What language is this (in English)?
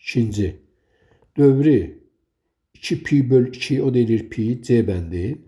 Azerbaijani